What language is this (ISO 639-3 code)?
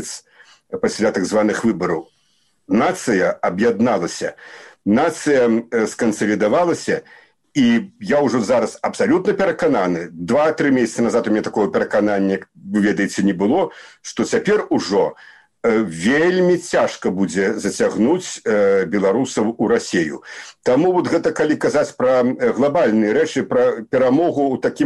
bel